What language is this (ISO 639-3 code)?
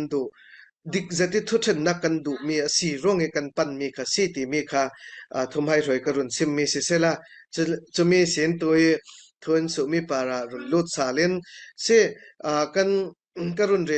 cfm